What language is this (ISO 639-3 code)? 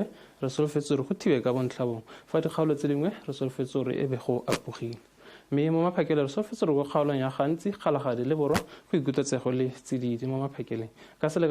tsn